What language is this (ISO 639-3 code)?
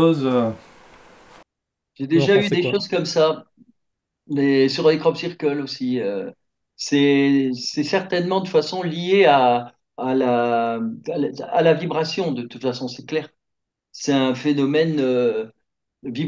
fra